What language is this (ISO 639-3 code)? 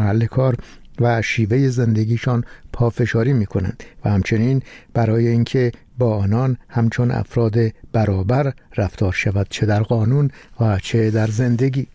fas